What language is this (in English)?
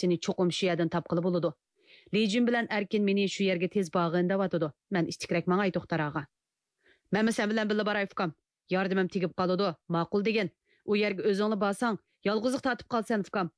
Uyghur